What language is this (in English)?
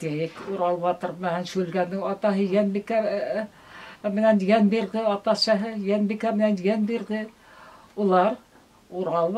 Bashkir